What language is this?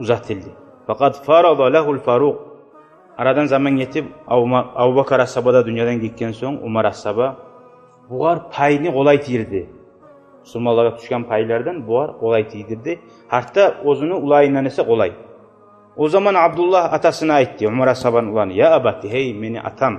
Kumyk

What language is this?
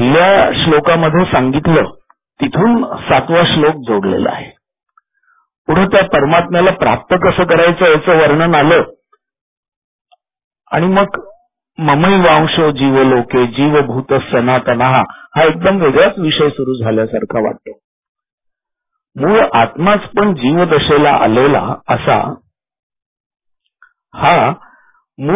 Marathi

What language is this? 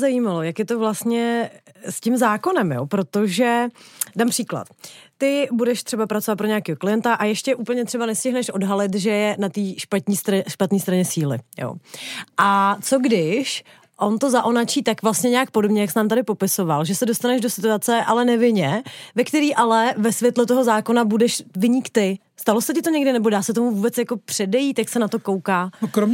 Czech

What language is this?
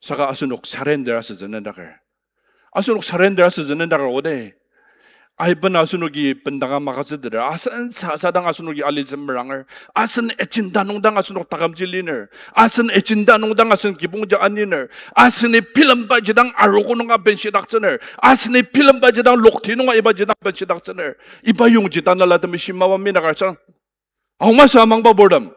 Ao Naga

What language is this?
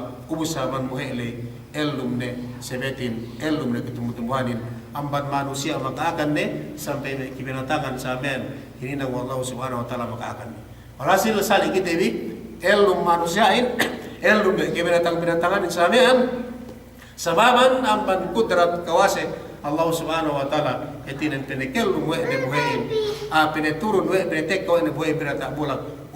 Yakan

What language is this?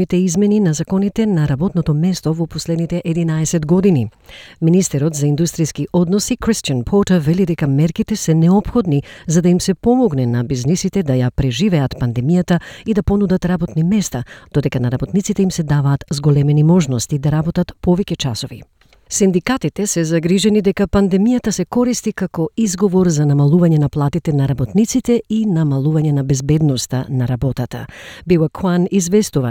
Macedonian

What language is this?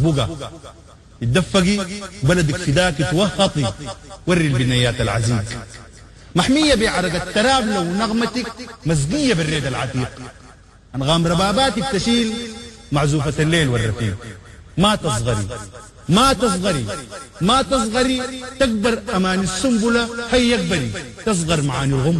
Sudanese Arabic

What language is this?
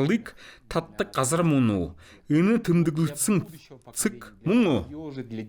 Mongolian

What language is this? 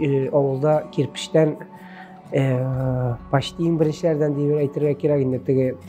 Tatar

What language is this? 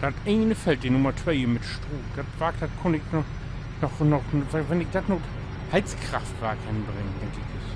Low German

